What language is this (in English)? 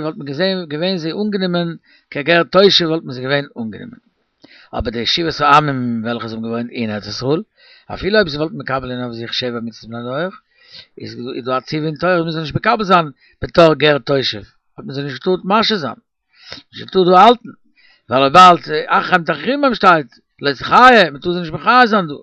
Yiddish